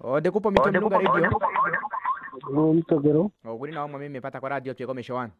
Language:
Kuanyama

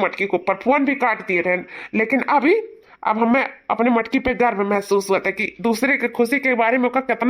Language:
Awadhi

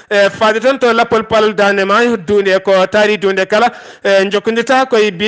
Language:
Fula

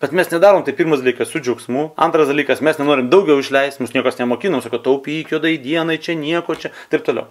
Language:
Lithuanian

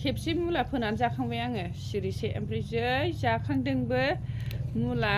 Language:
Bodo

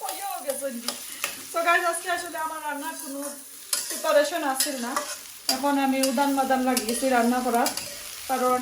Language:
Sylheti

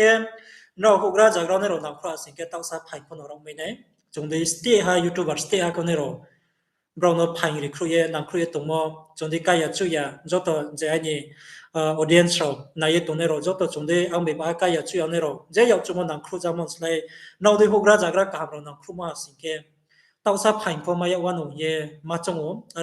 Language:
Riang (India)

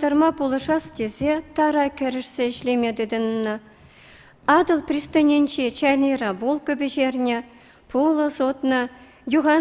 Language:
Chuvash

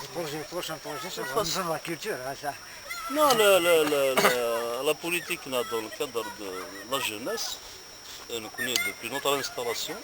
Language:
Kabyle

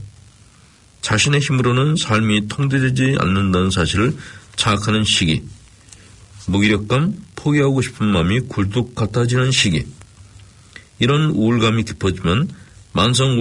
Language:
Korean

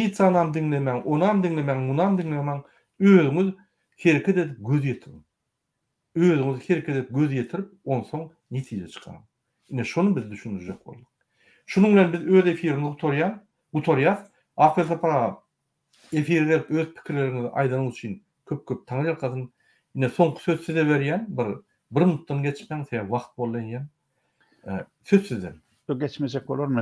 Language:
Turkmen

